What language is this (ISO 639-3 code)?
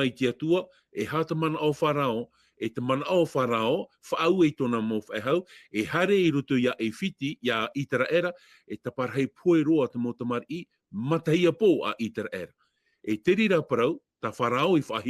tah